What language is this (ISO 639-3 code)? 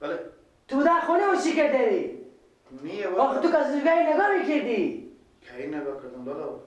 fas